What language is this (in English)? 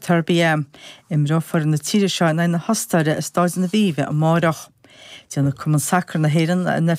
Irish